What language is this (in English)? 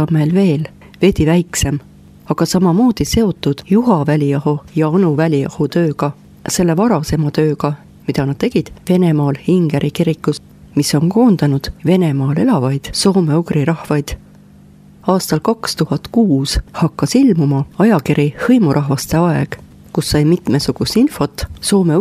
Estonian